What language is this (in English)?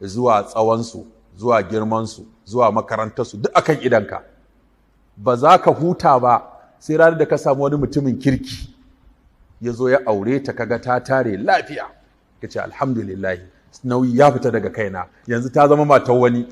Hausa